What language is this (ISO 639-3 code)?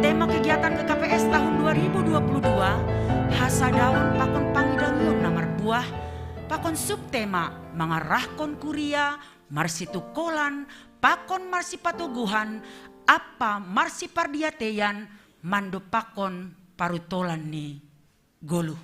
bts